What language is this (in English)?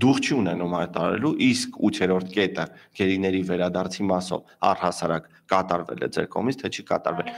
Armenian